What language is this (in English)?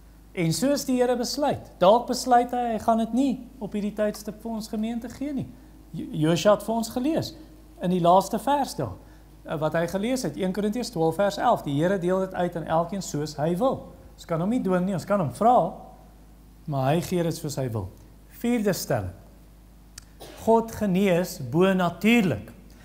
Afrikaans